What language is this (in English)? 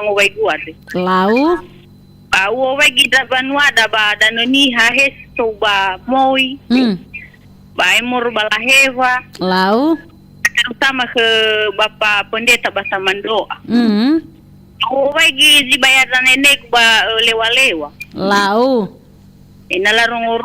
Nias